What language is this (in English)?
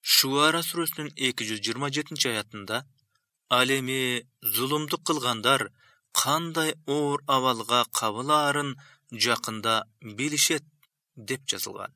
Kyrgyz